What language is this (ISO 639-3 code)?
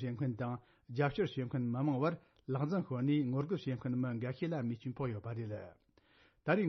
bod